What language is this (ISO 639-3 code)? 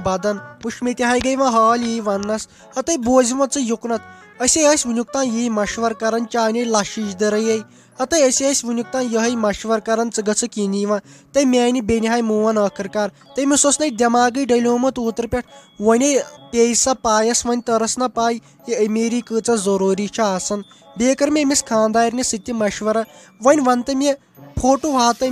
kas